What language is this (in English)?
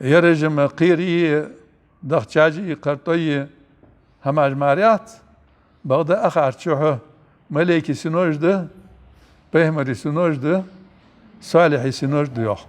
Ingush